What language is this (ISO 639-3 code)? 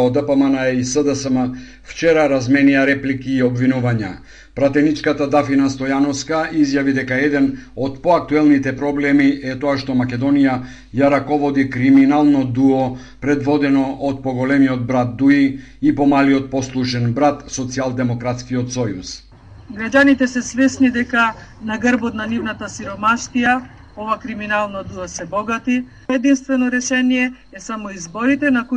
mkd